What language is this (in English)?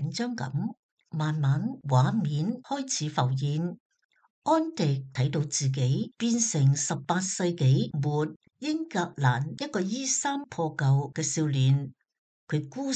Cantonese